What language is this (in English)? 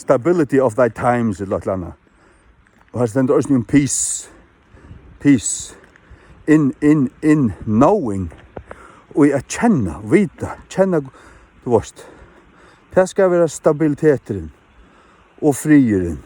Faroese